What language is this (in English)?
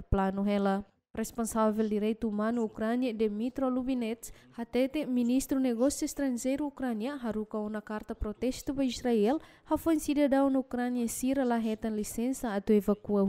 Tetum